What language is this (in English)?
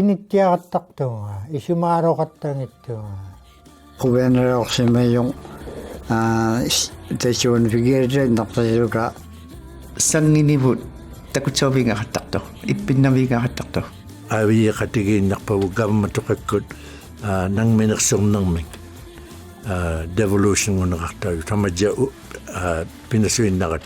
Inuktitut